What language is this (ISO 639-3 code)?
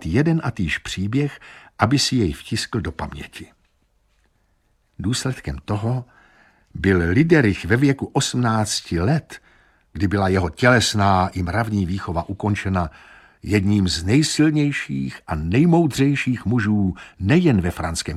ces